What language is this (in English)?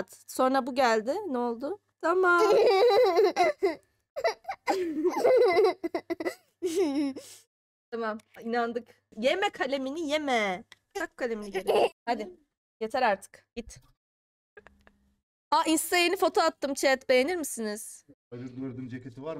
Turkish